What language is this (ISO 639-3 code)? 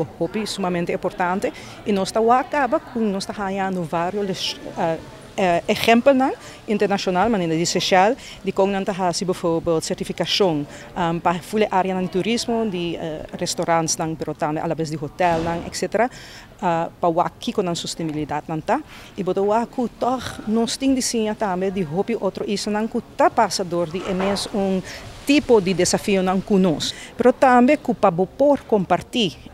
pap